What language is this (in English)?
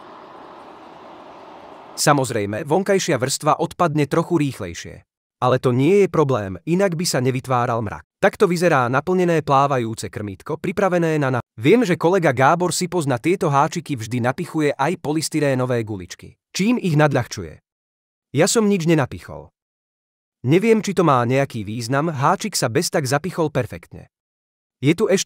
Slovak